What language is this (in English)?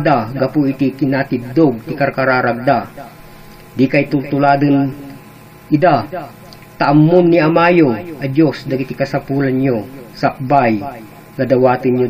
Iloko